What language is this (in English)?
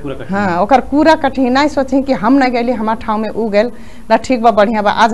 Bhojpuri